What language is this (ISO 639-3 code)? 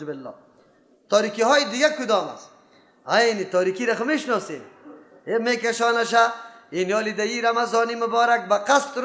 fas